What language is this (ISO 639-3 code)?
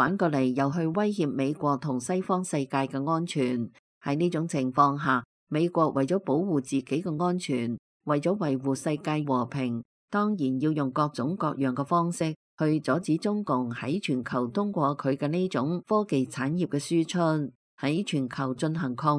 yue